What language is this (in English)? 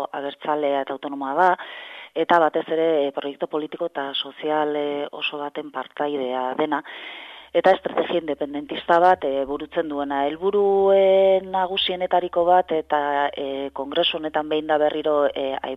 Basque